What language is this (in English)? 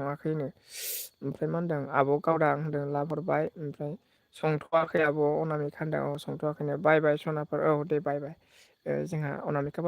Bodo